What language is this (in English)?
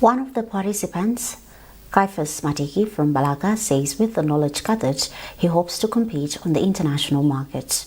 English